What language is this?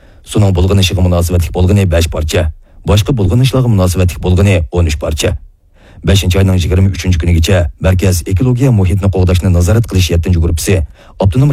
Uyghur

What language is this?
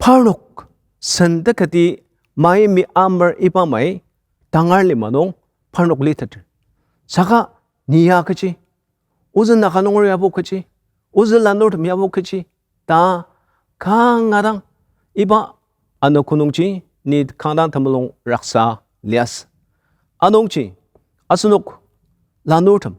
Ao Naga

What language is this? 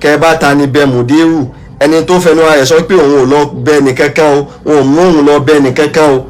Yoruba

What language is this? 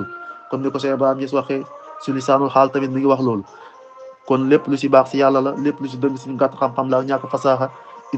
Wolof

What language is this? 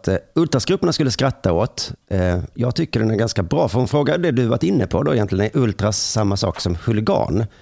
Swedish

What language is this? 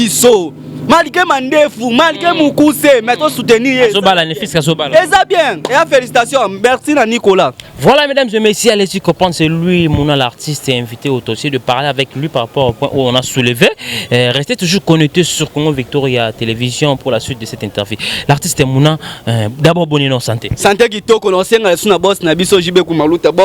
Lingala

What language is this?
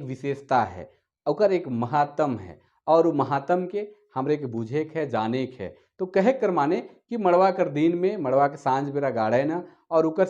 Sadri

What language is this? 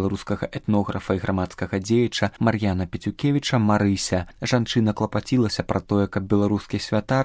Belarusian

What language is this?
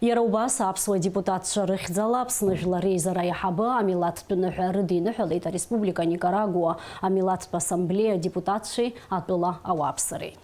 Abkhazian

